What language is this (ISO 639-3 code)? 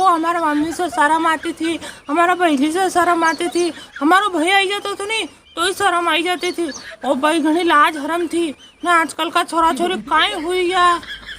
raj